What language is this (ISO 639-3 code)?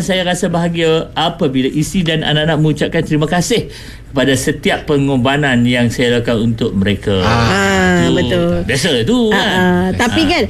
msa